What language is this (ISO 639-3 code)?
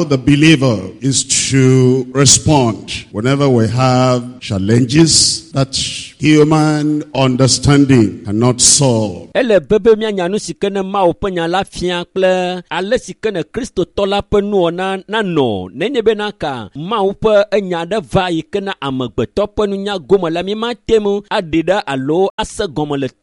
ewe